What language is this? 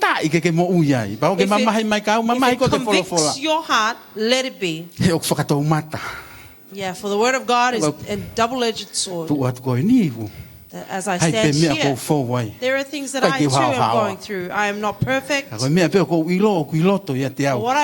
Tongan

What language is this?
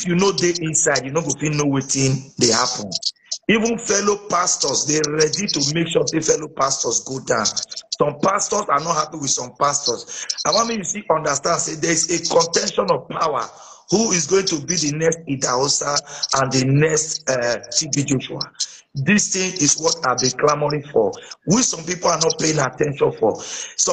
Nigerian Pidgin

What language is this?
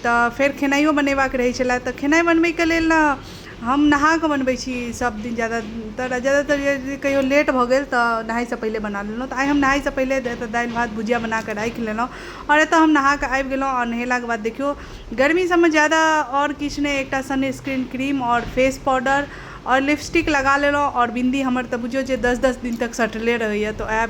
Maithili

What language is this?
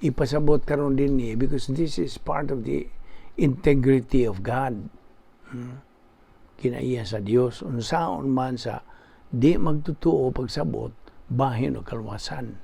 Cebuano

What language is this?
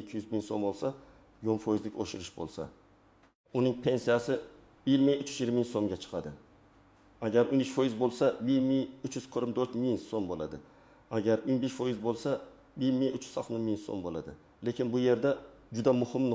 Uzbek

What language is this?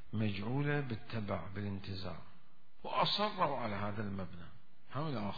Mesopotamian Arabic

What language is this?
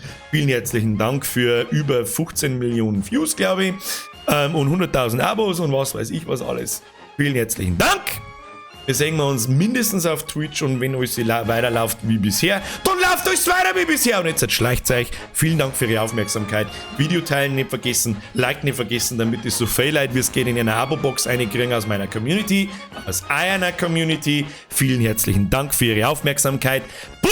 Bavarian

